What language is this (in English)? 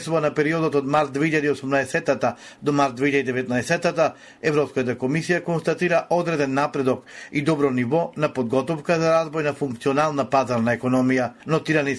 Macedonian